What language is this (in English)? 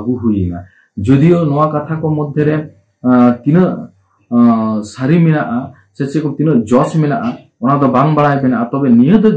Santali